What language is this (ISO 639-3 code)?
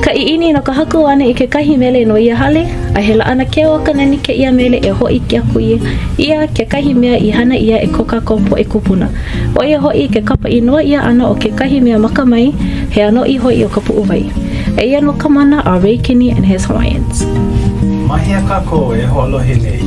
haw